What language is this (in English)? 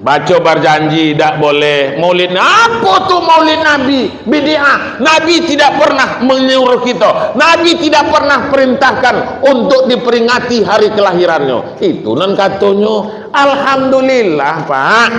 Minangkabau